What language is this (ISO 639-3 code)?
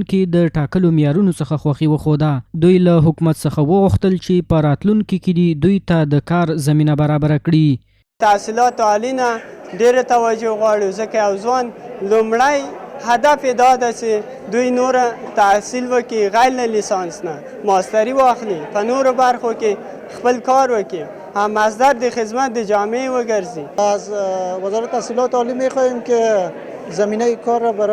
pus